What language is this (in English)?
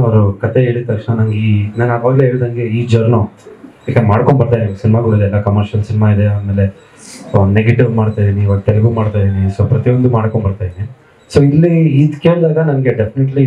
Kannada